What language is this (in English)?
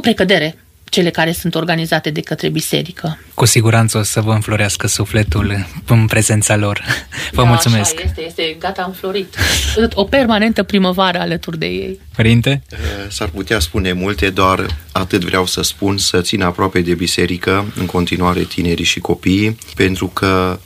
Romanian